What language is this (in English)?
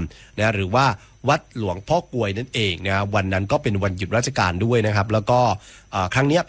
Thai